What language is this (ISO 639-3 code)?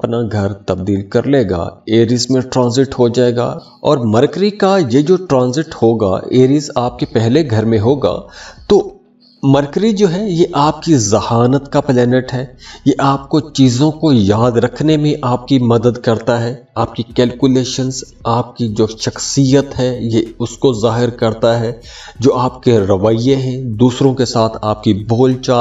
urd